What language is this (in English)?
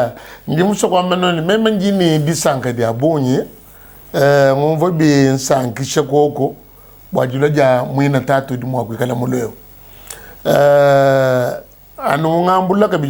Luba-Lulua